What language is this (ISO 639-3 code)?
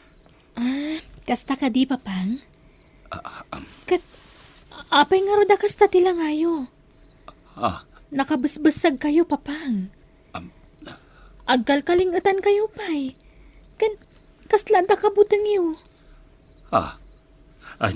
ilo